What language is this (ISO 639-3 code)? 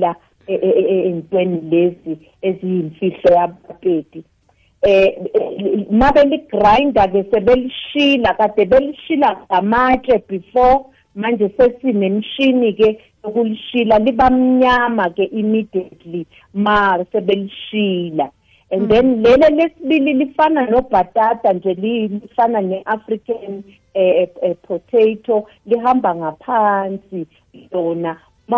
nbl